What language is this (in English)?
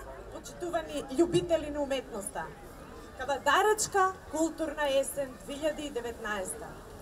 Macedonian